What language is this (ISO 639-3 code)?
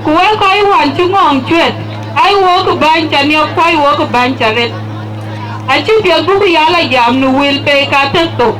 din